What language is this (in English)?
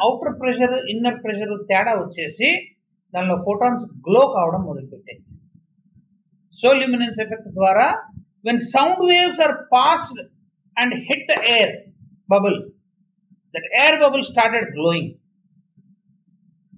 Telugu